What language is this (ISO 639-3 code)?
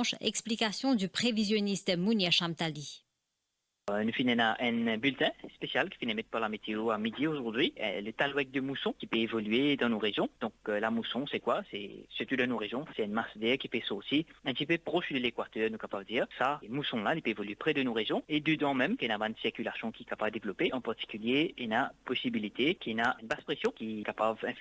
mfe